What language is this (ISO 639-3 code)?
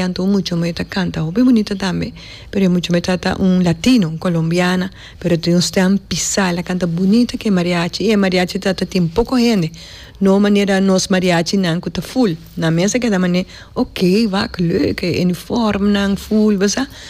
pap